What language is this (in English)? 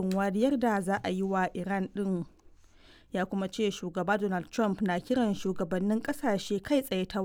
Hausa